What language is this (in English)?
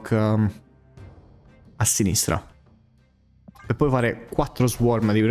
Italian